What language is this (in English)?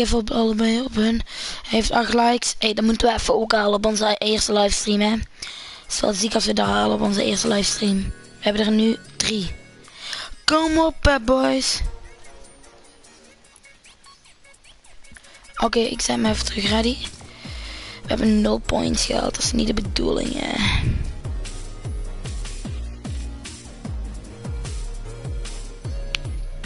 Dutch